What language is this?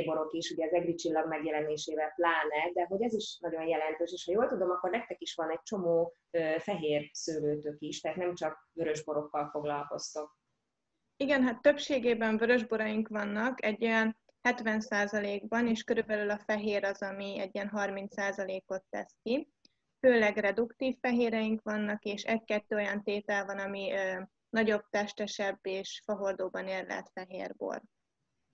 Hungarian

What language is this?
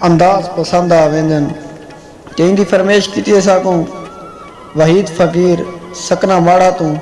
Saraiki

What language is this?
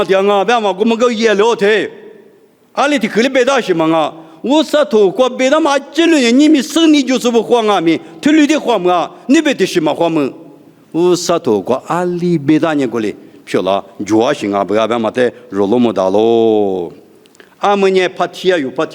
Lisu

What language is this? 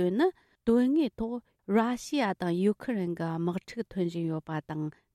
Tibetan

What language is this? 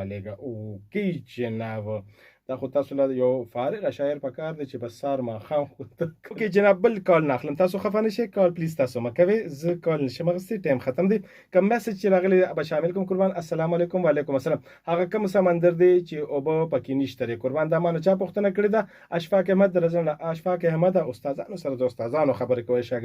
Pashto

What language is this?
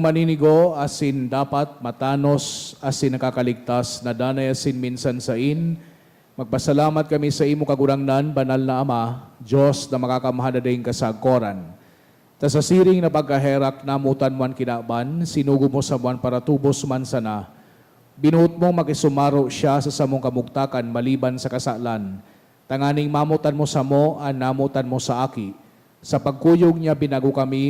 Bikol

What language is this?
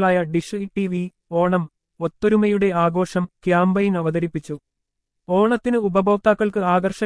Malayalam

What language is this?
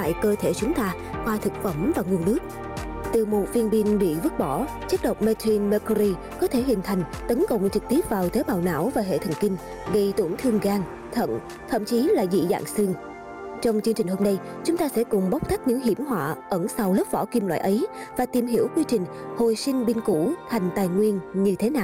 Vietnamese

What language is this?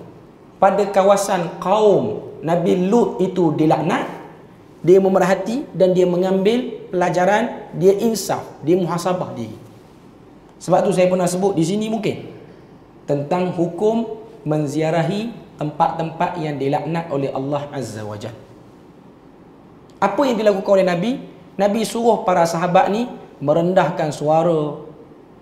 Malay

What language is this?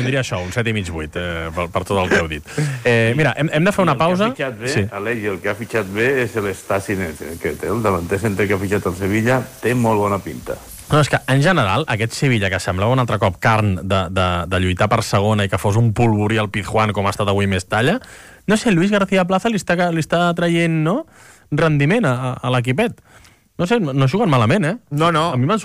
Catalan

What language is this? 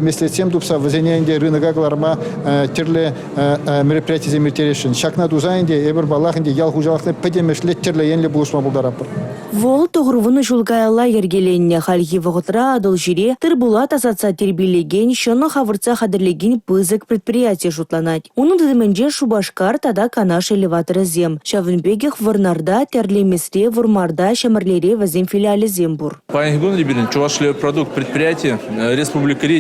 Chuvash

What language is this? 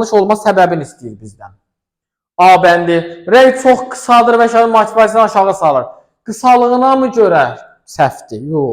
Azerbaijani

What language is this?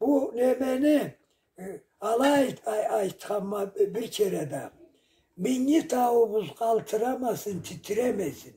Karachay-Balkar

